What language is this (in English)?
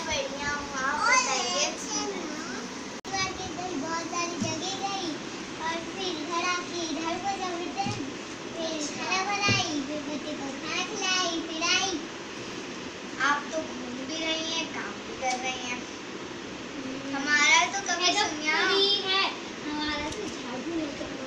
Hindi